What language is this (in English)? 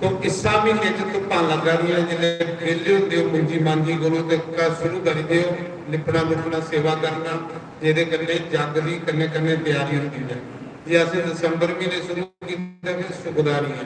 Dogri